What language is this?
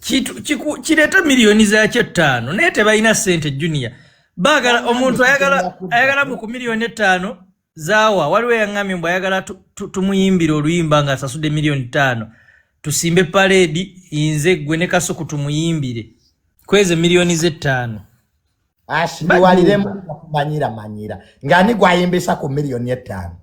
Ganda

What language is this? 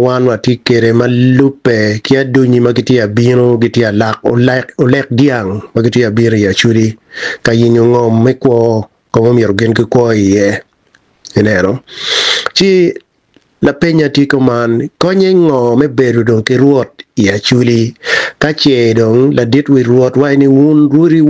Acoli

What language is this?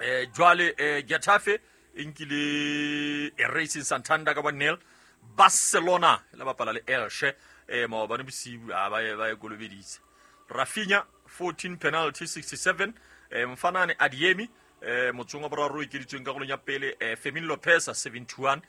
Southern Sotho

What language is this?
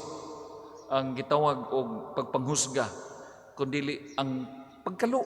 Cebuano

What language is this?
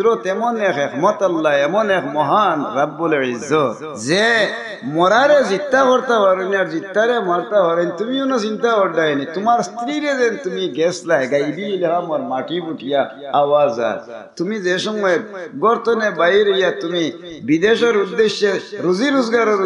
Sylheti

